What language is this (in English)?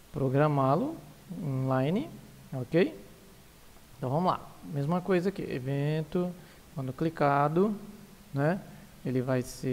Portuguese